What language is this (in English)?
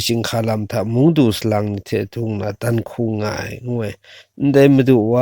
Kachin